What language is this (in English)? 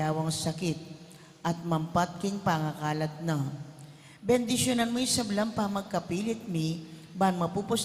Pampanga